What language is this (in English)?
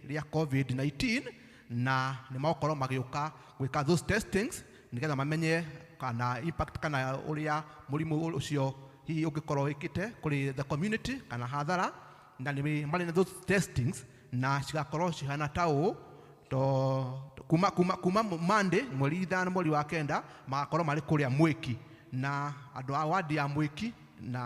Kikuyu